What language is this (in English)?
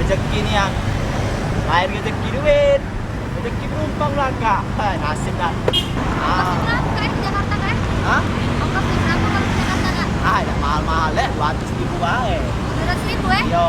Musi